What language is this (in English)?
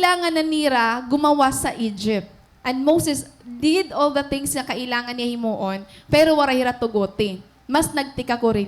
Waray